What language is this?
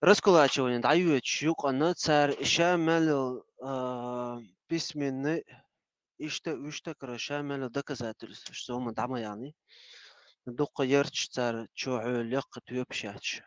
Chechen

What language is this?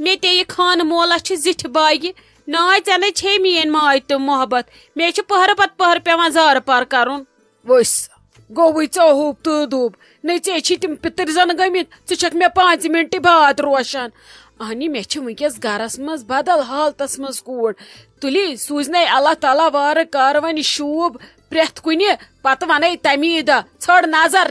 Kashmiri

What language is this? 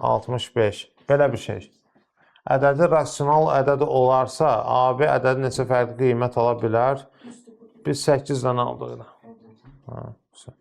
Azerbaijani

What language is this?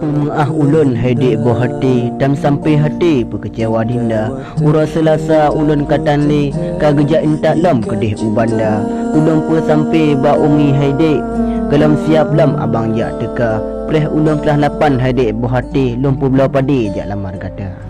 Achinese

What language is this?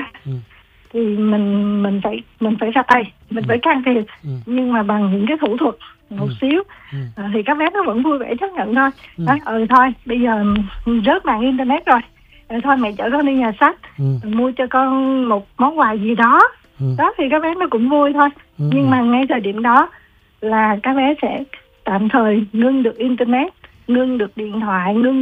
Vietnamese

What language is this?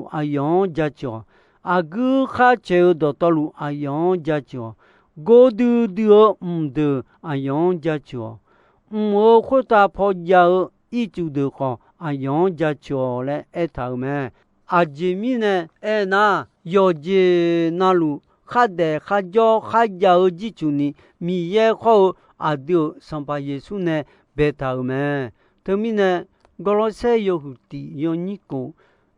Akha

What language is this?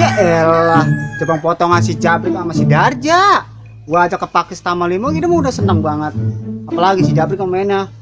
Betawi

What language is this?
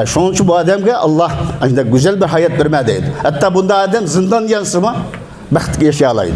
Uyghur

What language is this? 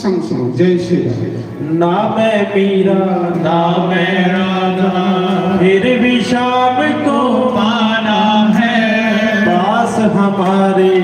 Dogri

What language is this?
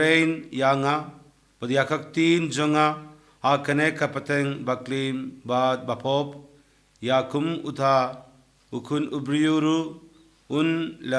Khasi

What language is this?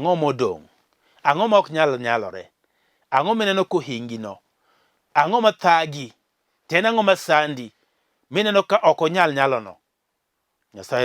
Luo (Kenya and Tanzania)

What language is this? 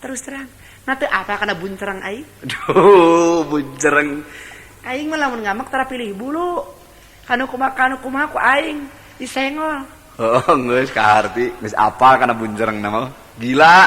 Sundanese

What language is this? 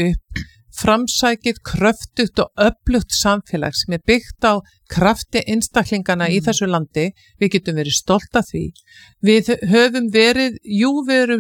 Icelandic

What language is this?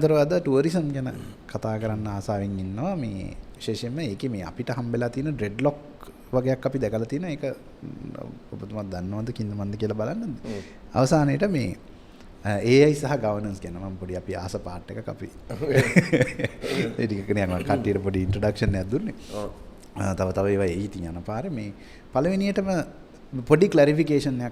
Sinhala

